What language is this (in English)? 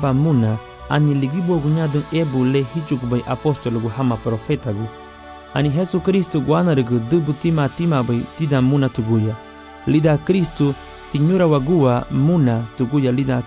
Garifuna